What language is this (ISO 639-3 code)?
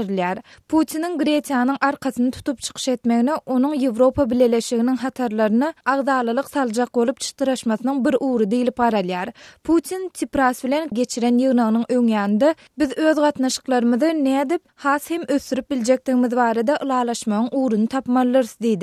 tuk